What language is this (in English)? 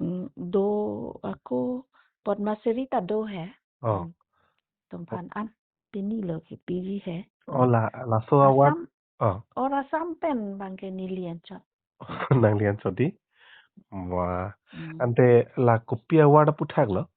Karbi